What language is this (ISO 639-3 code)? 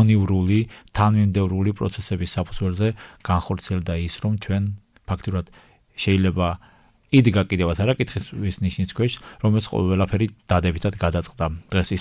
kat